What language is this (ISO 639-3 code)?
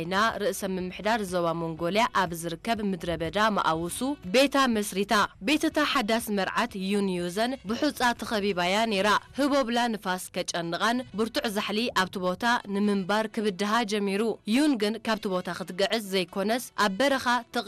tir